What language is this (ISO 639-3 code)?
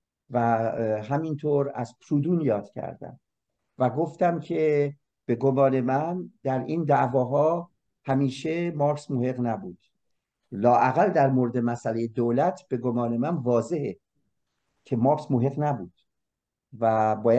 fas